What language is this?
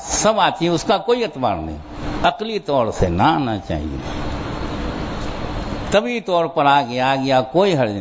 Urdu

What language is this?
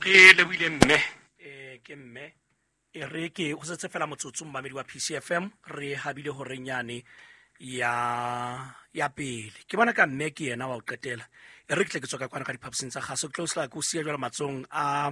Southern Sotho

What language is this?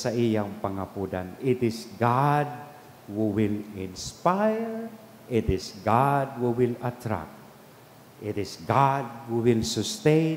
Bikol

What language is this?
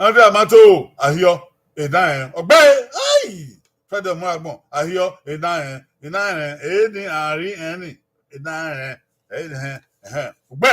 Bini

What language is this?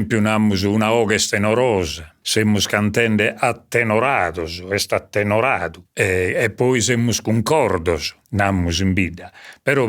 Sardinian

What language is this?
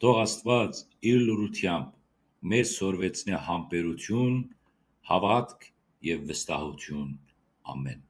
Western Armenian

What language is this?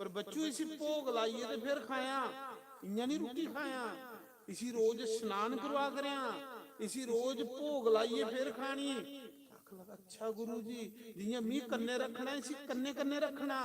Dogri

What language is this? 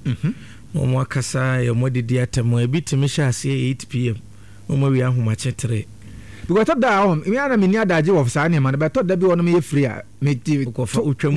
Akan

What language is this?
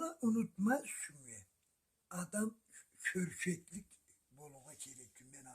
Karachay-Balkar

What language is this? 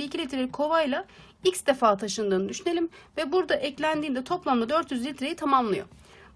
Turkish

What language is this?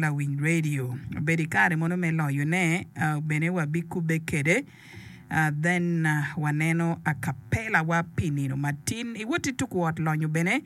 Acoli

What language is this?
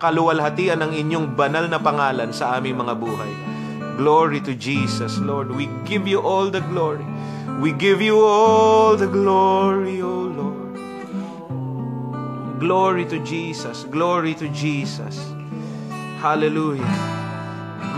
Filipino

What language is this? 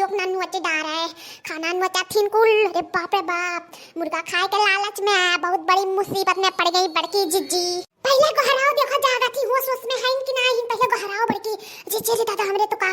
Awadhi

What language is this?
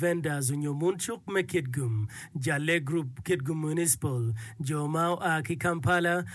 Acoli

